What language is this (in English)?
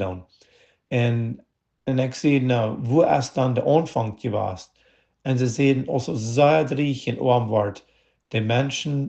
Plautdietsch